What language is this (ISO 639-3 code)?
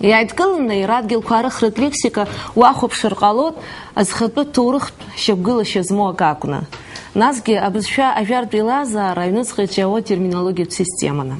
abk